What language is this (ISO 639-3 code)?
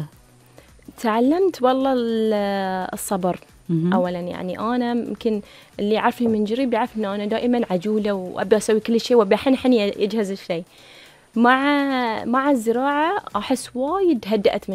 afb